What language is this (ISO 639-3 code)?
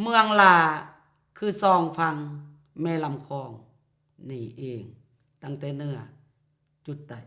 lao